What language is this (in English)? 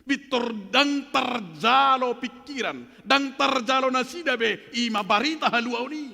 Batak Toba